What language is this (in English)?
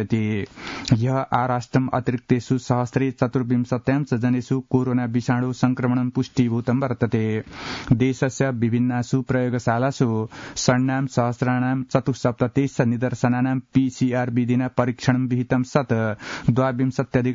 Sanskrit